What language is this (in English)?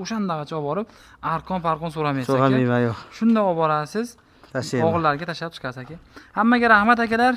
Uzbek